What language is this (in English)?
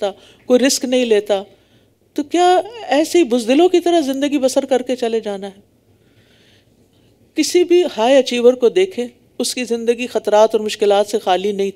Urdu